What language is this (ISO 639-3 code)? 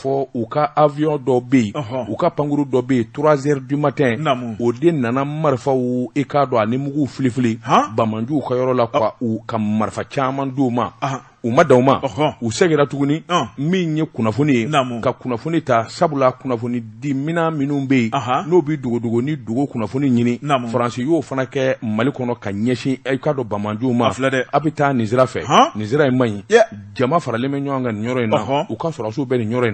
bam